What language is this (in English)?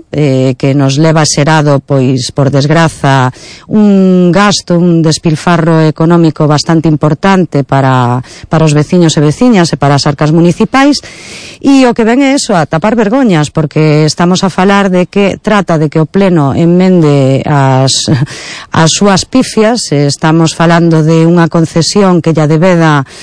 Galician